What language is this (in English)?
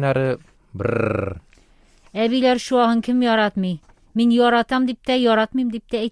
Tatar